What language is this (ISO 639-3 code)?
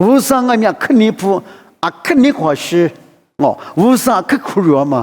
lis